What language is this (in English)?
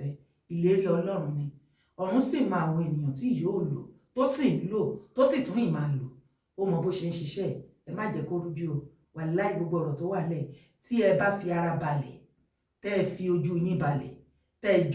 Yoruba